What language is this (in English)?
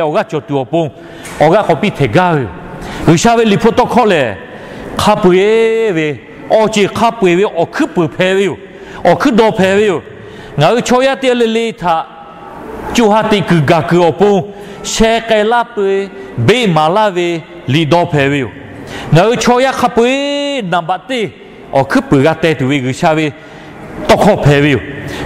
Lahu